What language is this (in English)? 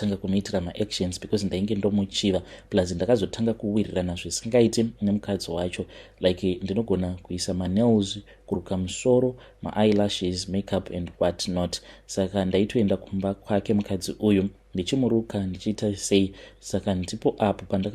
Shona